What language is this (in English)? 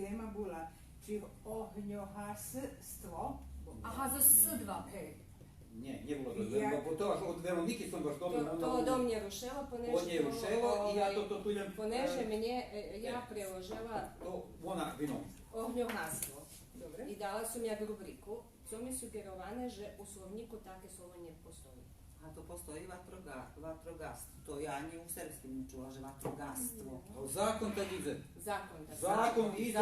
Rusyn